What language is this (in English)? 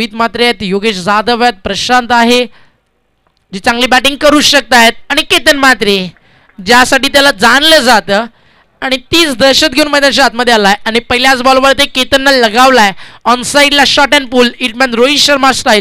Marathi